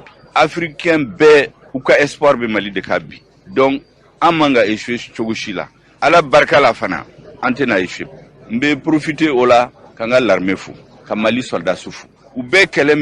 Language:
Bambara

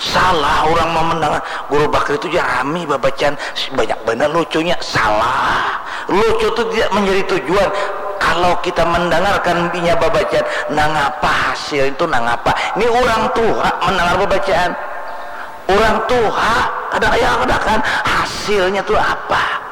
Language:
Banjar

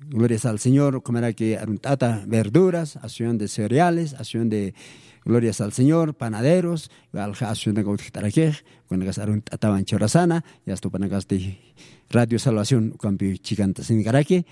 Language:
Aymara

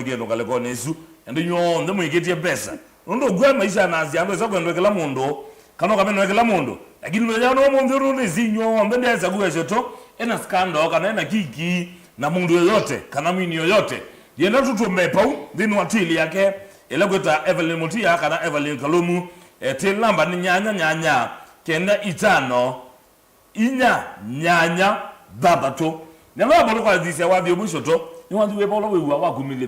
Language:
Kamba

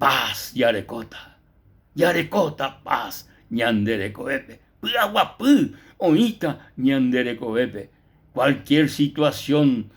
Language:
Guarani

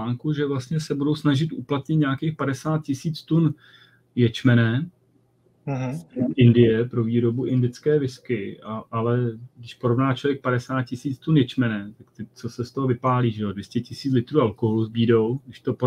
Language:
Czech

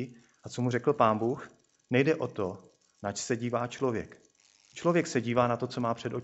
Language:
Czech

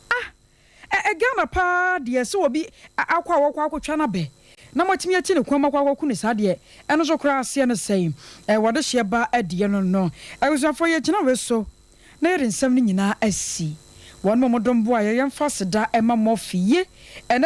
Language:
Akan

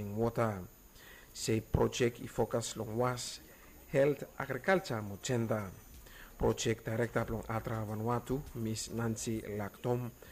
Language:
Bislama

